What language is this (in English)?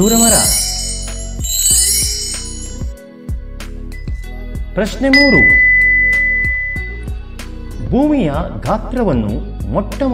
Kannada